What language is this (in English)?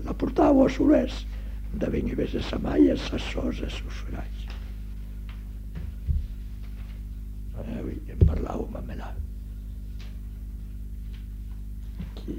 Catalan